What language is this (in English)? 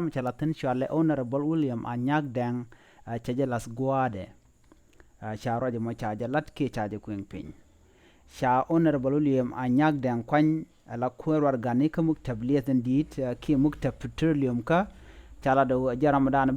Nuer